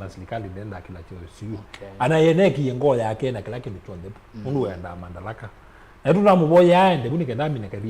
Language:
Kamba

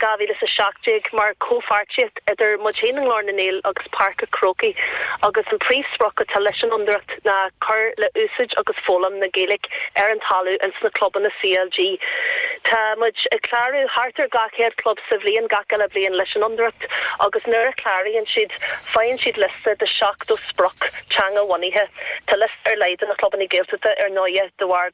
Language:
Irish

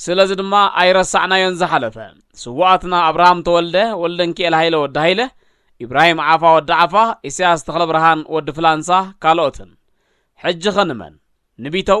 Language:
Tigrinya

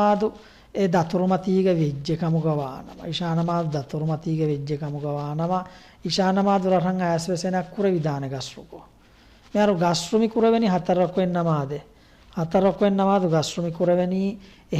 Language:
Divehi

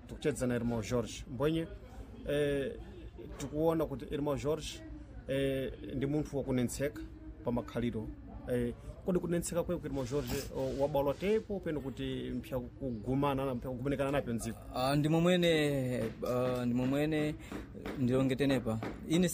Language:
Sena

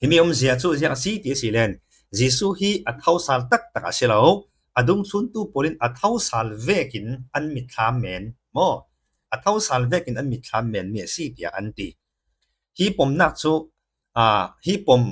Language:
Falam Chin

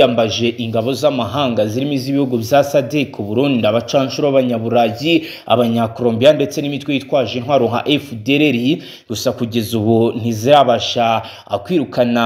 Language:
Kinyarwanda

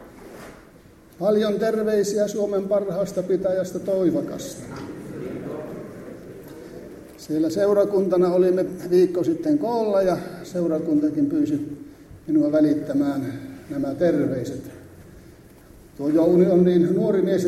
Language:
Finnish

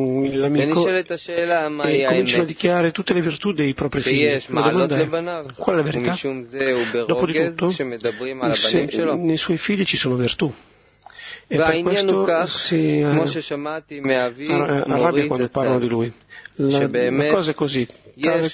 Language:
Italian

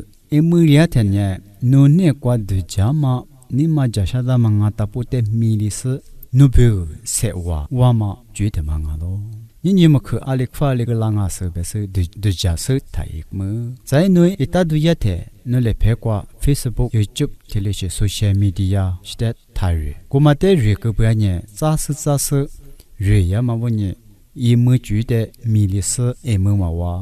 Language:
Lisu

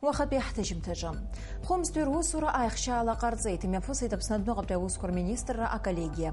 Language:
Abkhazian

